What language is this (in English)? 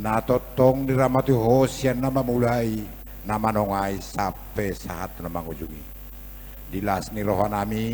Batak Toba